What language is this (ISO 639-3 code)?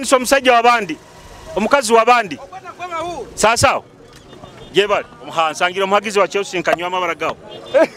nyo